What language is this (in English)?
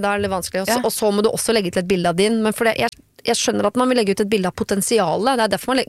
Norwegian